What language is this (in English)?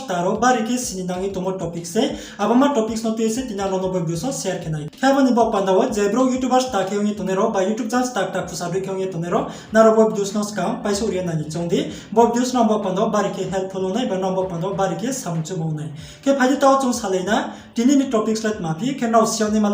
Riang (India)